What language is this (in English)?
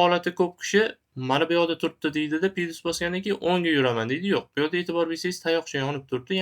Uzbek